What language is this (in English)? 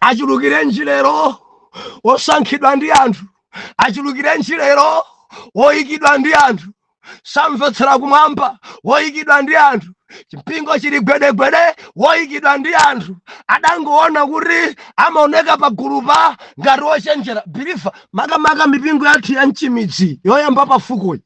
Nyanja